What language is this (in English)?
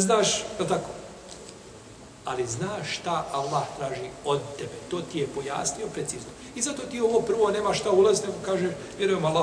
Bosnian